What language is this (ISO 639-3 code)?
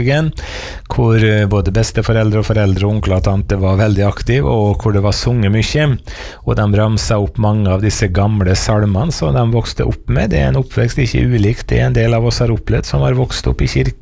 nor